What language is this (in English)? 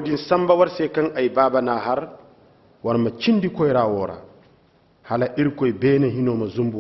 Koyraboro Senni